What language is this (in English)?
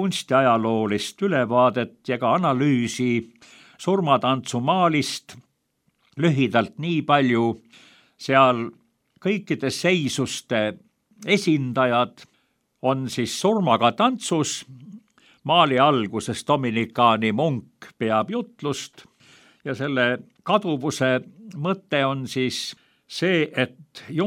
Estonian